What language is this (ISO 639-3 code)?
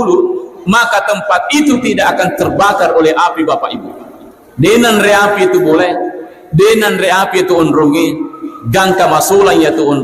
bug